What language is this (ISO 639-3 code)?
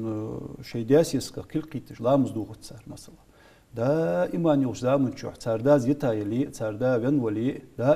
inh